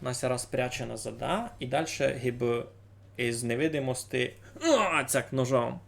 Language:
Rusyn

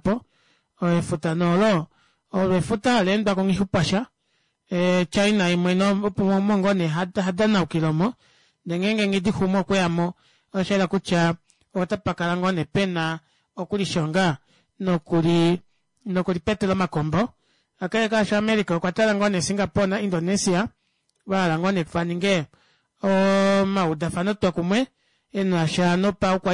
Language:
Kuanyama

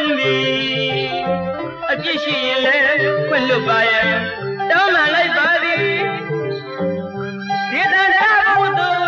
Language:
Burmese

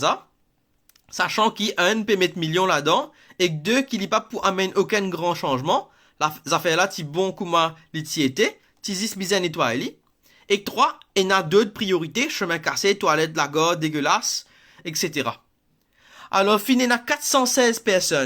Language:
Morisyen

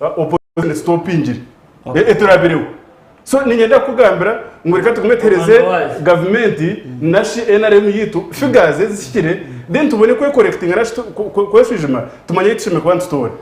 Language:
Nyankole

